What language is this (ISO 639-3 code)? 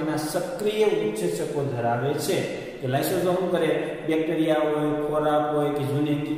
guj